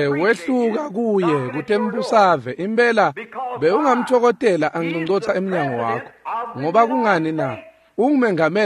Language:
Swati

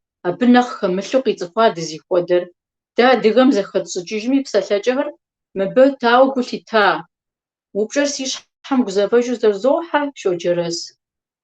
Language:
Kabardian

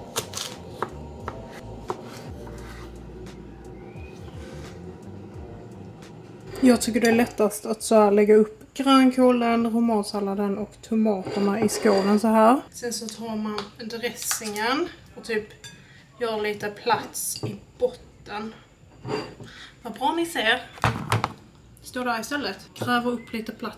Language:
Swedish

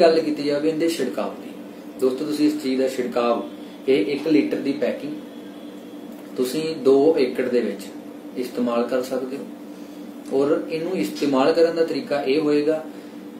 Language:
Punjabi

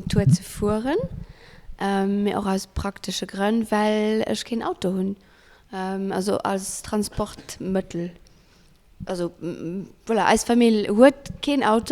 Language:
Luxembourgish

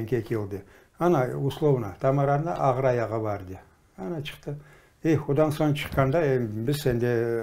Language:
Crimean Tatar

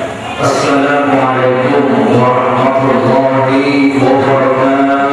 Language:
Indonesian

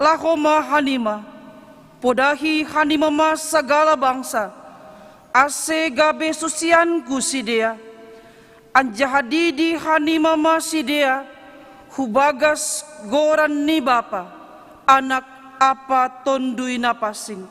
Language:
Batak Simalungun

